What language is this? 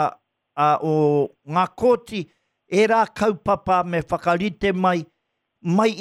Māori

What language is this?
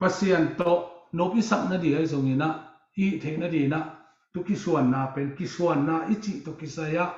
Tedim Chin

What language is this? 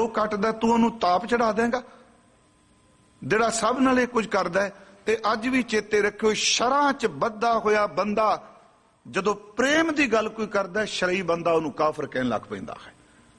Punjabi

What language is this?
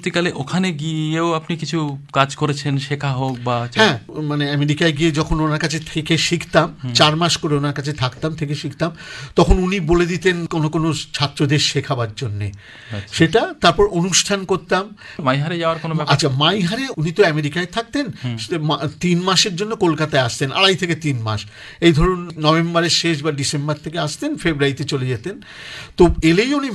Bangla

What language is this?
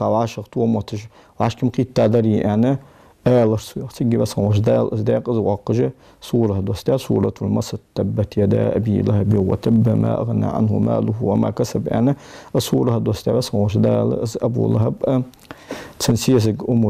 Ingush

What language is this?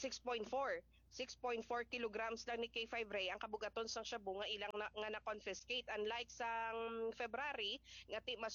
Hiligaynon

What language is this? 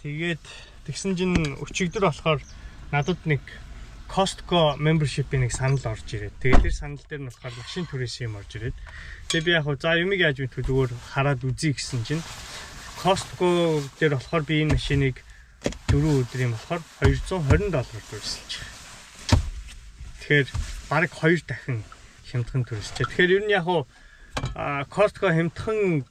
Mongolian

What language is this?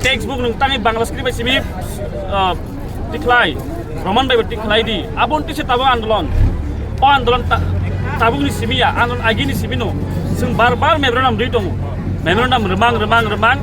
Kok Borok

